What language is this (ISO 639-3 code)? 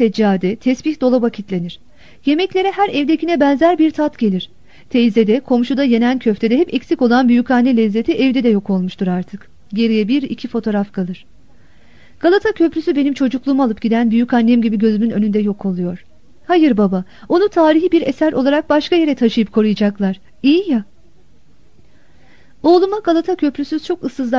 tur